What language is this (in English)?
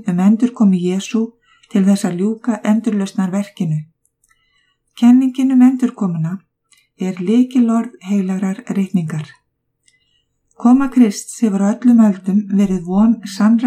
Icelandic